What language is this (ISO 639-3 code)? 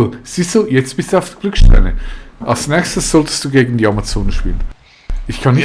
gsw